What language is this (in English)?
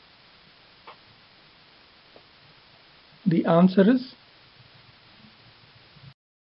English